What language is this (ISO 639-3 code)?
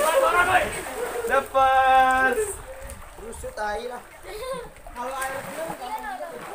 bew